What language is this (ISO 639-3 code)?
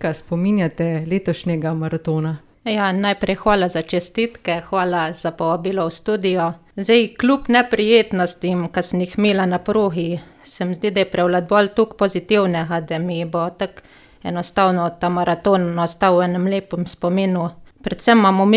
slv